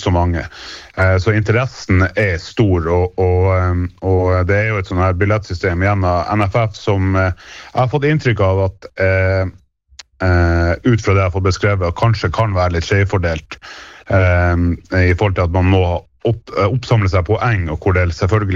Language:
Norwegian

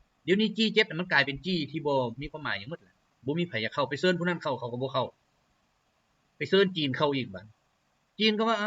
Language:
Lao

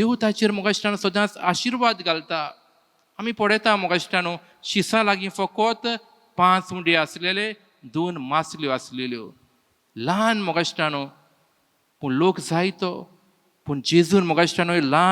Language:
Konkani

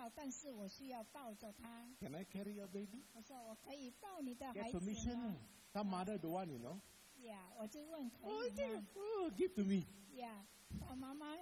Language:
Chinese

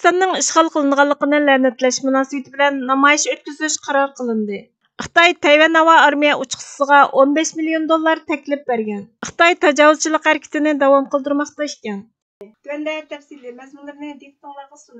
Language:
Uyghur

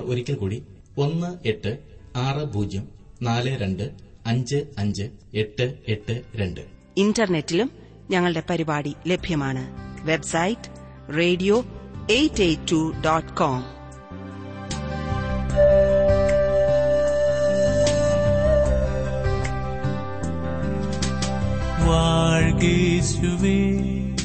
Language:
Malayalam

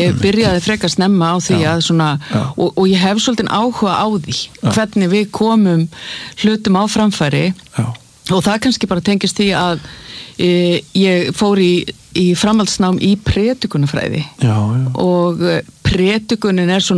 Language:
Icelandic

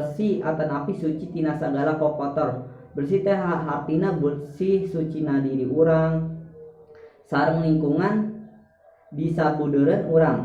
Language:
Sundanese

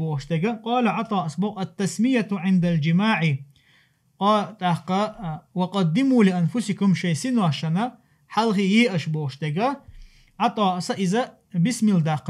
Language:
Chechen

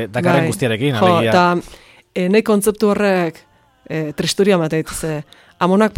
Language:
Basque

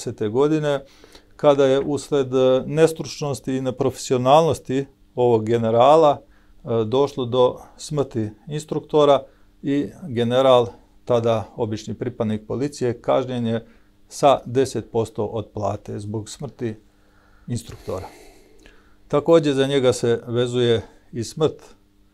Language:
Serbian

